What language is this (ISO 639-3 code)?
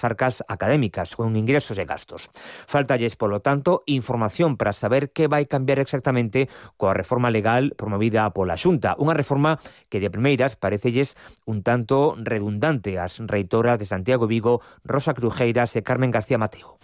glg